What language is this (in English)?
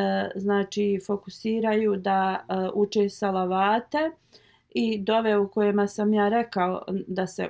Bosnian